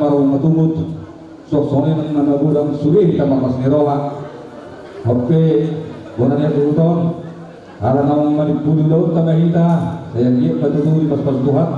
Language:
Batak Toba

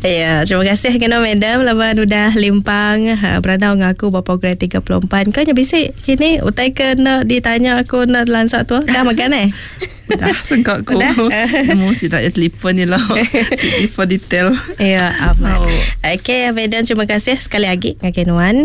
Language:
Iban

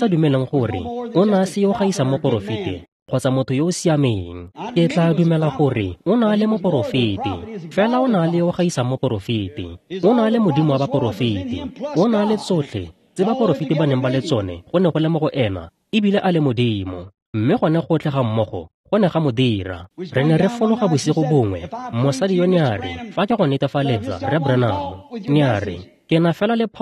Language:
Tswana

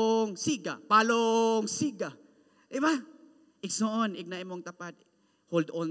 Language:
Cebuano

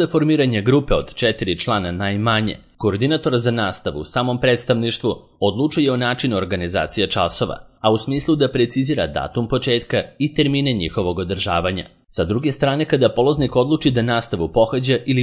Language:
Serbian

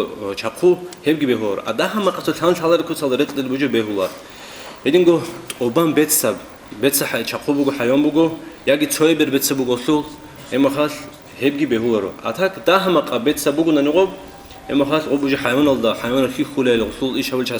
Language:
Avaric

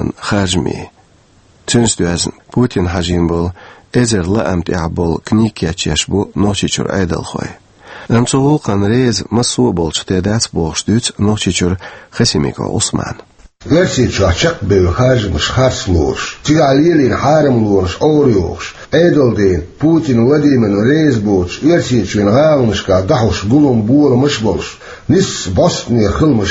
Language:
Chechen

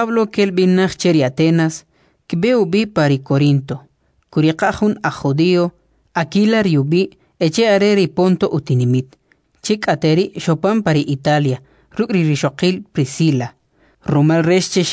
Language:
Kʼicheʼ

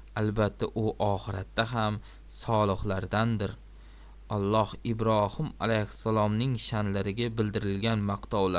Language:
Uzbek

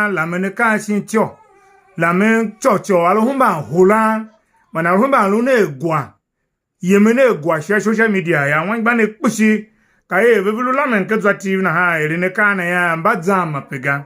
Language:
Tiv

